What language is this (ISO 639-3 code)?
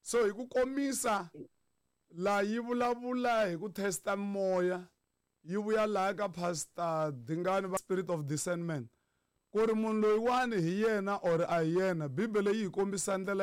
tso